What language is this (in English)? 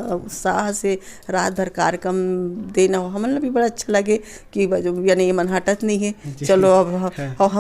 Chhattisgarhi